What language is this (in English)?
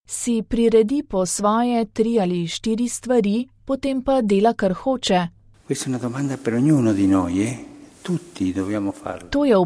Slovenian